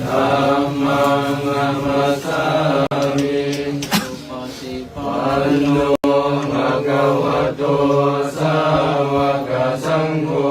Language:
Pali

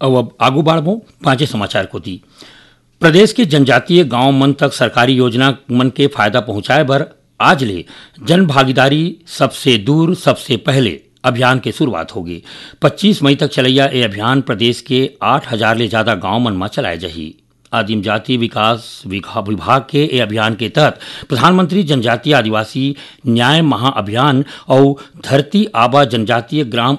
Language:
Chhattisgarhi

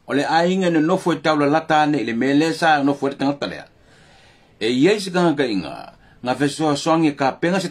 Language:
Samoan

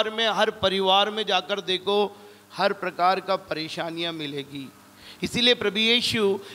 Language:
Hindi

